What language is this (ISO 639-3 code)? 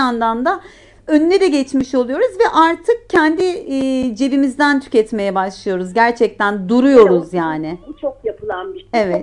tur